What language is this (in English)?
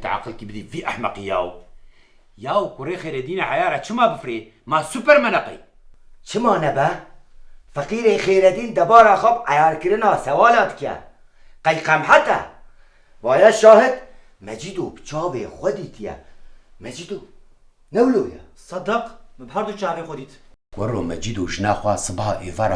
Kurdish